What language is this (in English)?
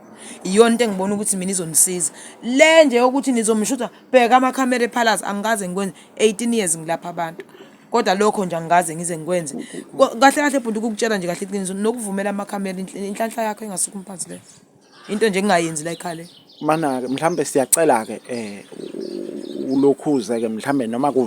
Zulu